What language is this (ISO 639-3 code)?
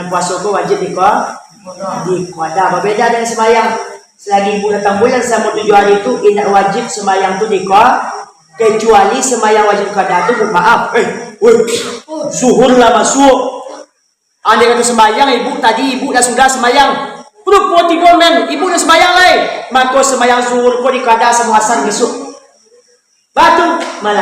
min